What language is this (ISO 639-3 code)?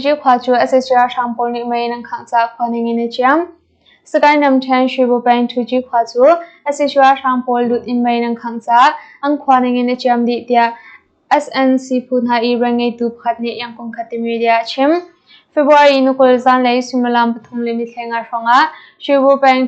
cnh